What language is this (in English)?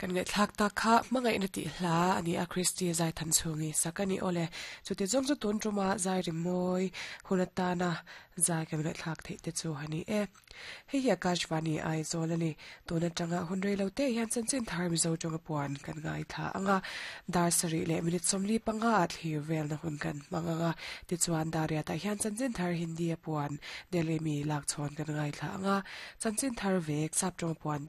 Mizo